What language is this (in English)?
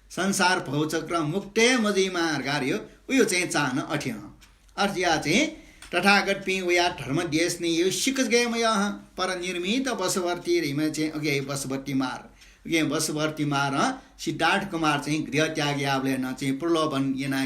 Newari